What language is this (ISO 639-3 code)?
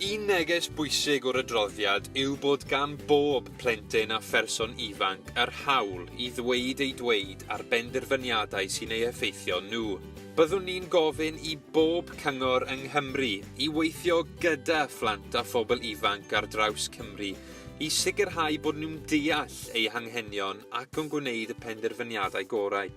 cym